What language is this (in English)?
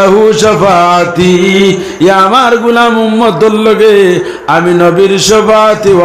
Sylheti